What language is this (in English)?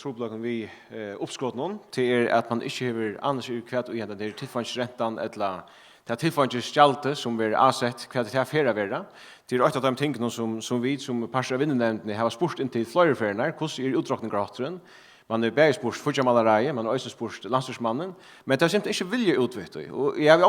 Faroese